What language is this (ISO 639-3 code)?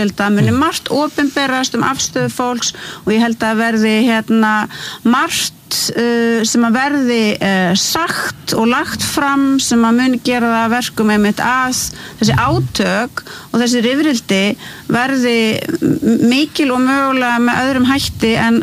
isl